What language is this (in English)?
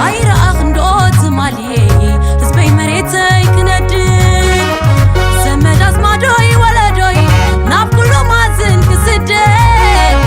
Tigrinya